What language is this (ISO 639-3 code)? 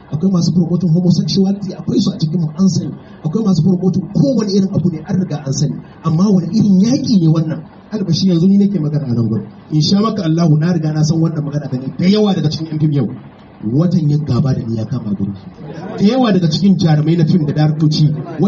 hau